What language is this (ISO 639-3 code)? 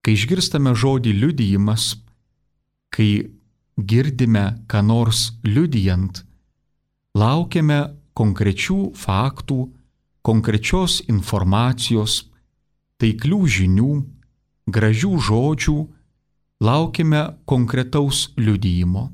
lit